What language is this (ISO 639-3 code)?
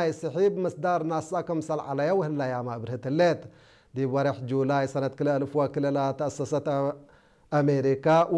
tig